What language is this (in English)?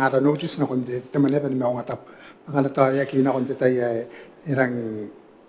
Gilbertese